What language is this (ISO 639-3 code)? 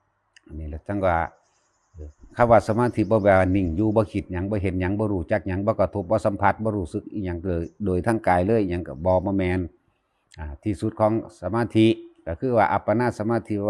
lao